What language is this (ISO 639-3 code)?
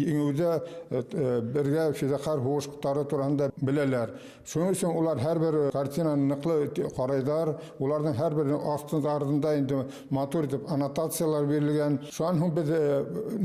bak